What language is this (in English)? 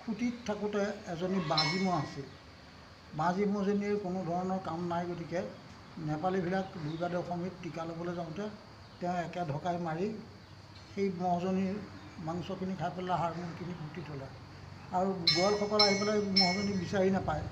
Assamese